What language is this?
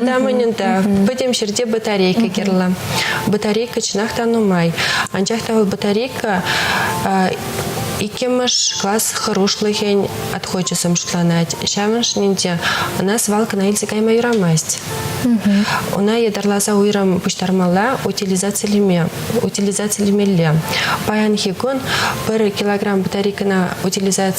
Chuvash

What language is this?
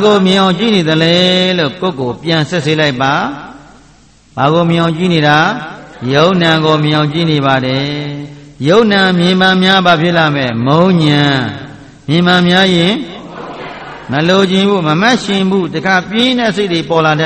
Burmese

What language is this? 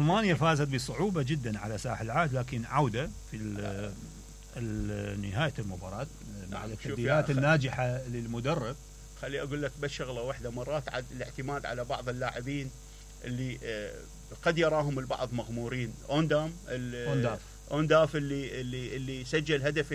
Mesopotamian Arabic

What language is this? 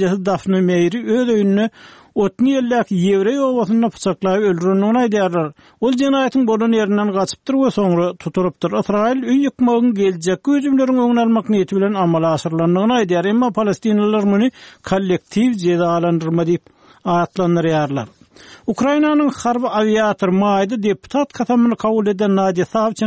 Turkmen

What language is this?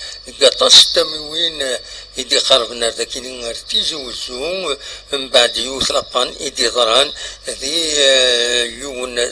Kabyle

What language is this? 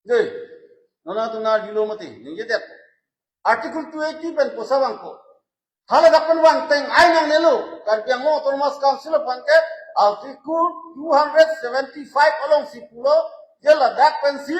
Karbi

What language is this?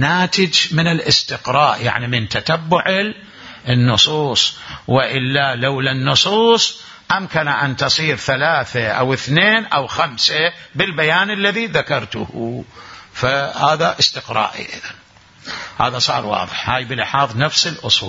Mesopotamian Arabic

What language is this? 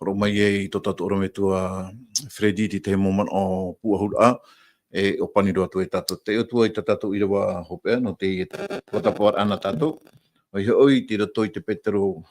Tahitian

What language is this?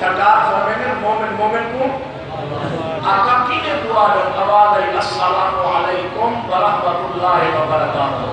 Saraiki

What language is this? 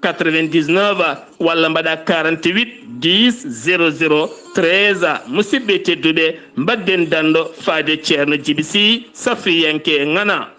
Fula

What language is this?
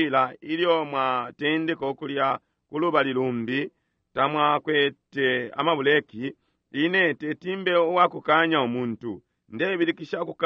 Bemba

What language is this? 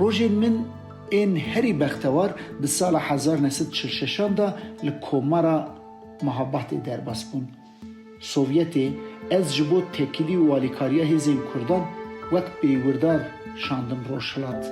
Kurdish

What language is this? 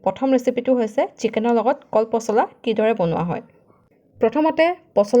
Assamese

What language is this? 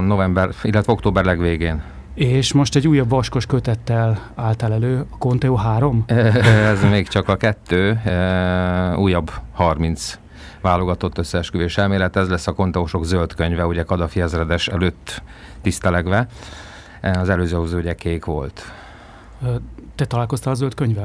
Hungarian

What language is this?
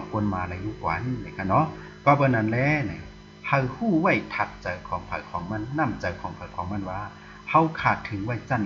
Shan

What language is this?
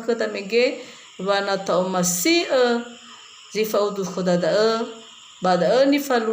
Nias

